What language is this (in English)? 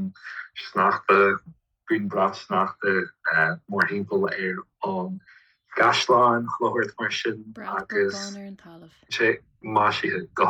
Irish